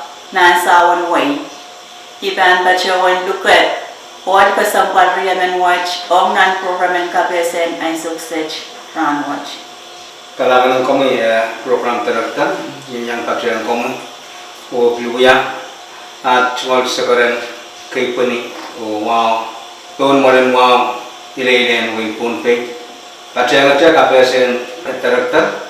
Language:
Pohnpeian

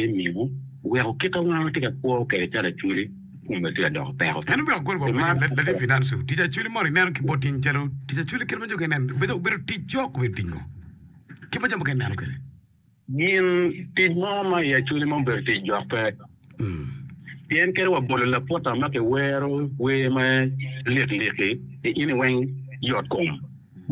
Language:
Acoli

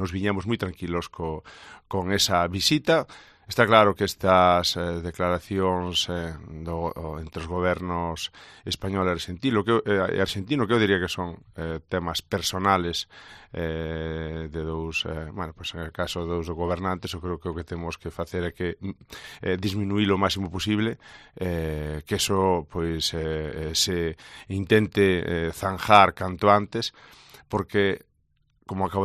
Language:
Galician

